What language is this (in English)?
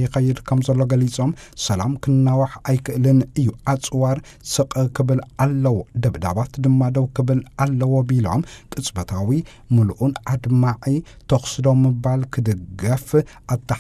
Tigrinya